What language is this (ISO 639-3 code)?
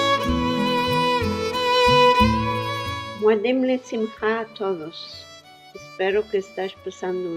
lad